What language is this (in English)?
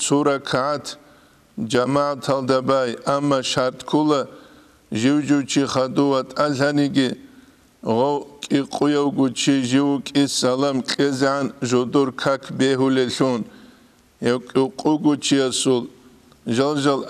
Avaric